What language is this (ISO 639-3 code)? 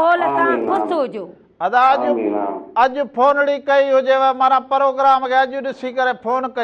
snd